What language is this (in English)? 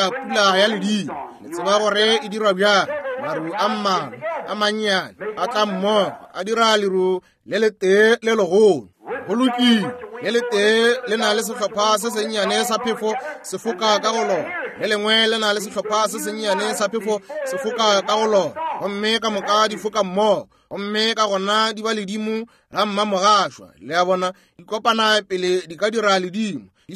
Northern Sotho